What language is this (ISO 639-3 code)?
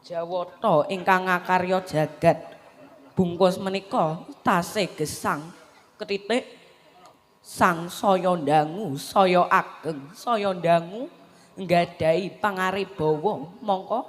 jav